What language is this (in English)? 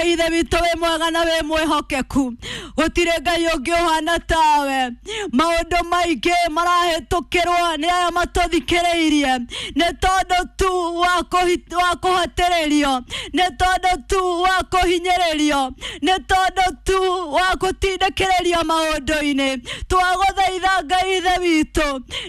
Kikuyu